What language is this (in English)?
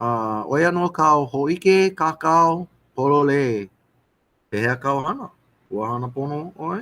Hawaiian